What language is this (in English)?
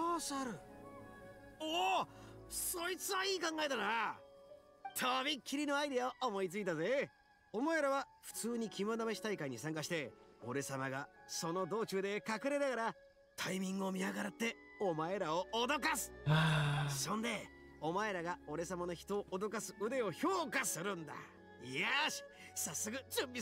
Japanese